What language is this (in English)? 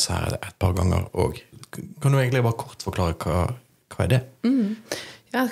Norwegian